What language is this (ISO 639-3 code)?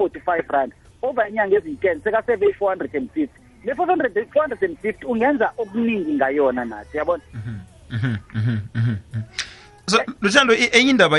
nbl